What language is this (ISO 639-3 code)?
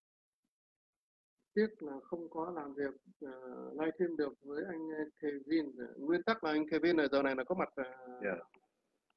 vie